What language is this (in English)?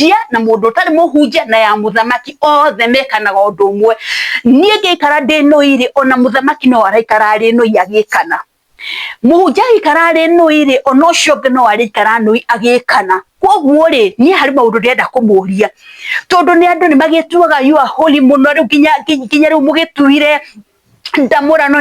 Kikuyu